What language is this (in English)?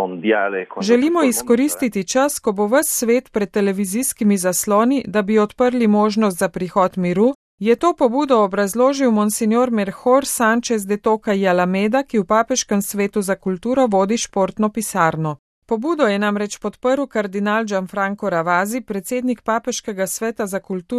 Slovenian